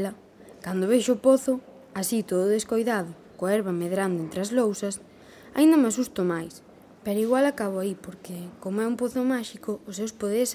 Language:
Galician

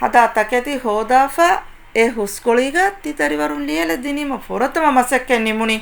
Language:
Divehi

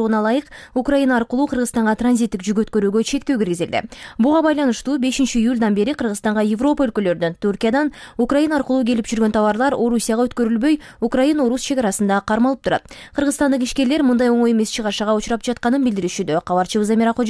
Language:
Kyrgyz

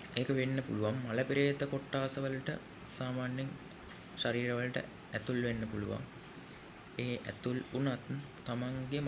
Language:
Sinhala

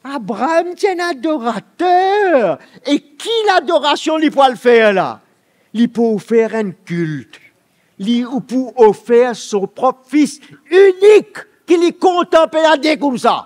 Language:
Morisyen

